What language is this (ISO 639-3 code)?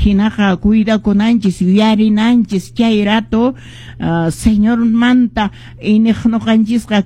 que